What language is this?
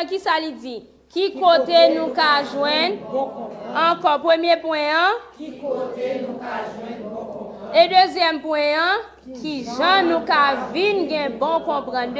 Haitian Creole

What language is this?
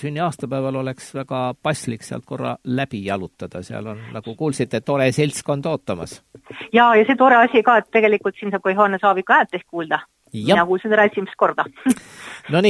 Estonian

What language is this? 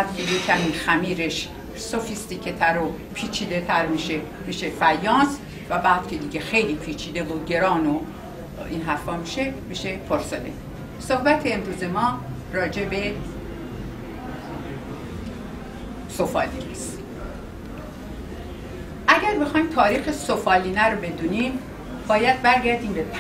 Persian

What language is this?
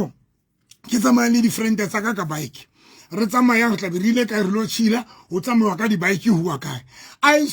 Southern Sotho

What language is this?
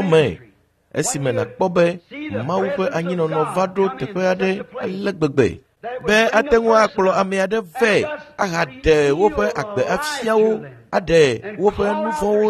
Ewe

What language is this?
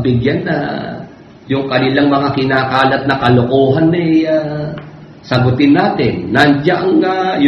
Filipino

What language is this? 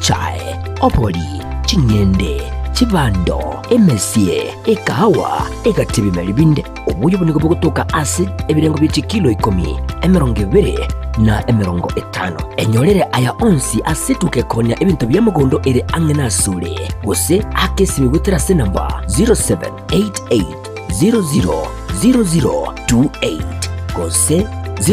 Gusii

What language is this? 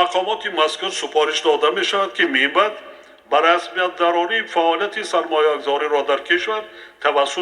Tajik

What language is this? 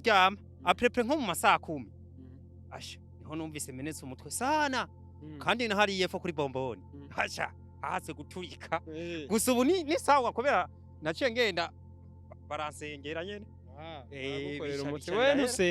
Rundi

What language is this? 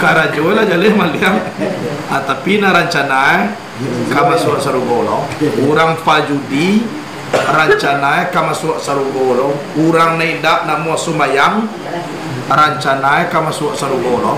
Minangkabau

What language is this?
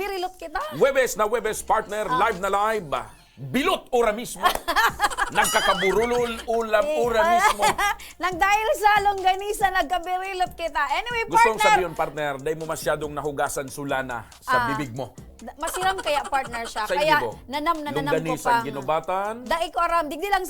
Bikol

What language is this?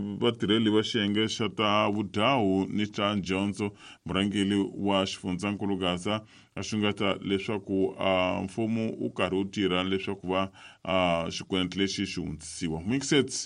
Tsonga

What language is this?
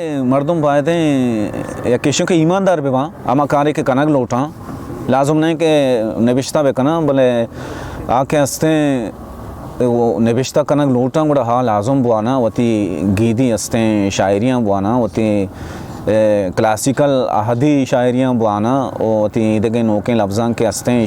Baluchi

